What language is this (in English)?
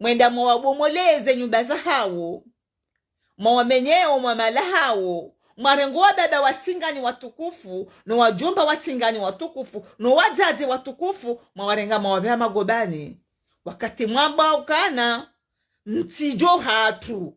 Ngazidja Comorian